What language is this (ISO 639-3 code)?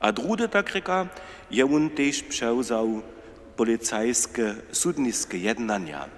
hsb